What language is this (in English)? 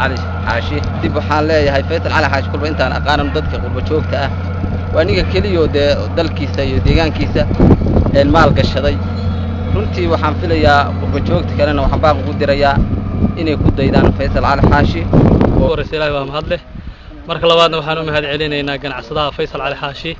Somali